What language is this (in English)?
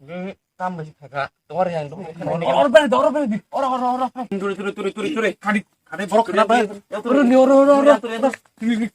Kok Borok